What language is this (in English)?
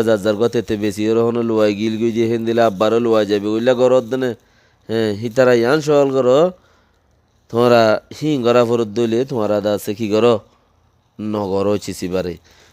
Rohingya